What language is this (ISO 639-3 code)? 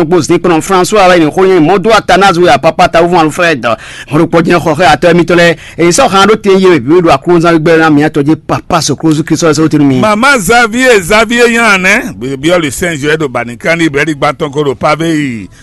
fon